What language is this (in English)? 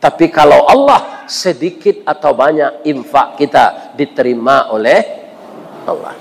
Minangkabau